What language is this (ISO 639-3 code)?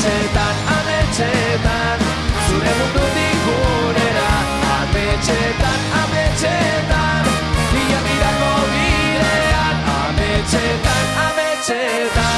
eus